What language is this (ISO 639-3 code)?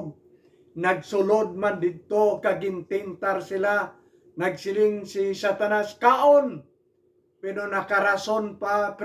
hil